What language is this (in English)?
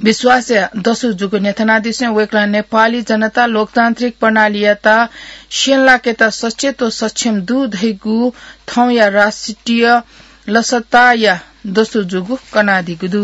Newari